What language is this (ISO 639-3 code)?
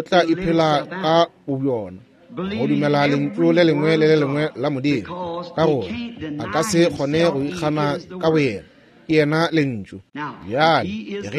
nso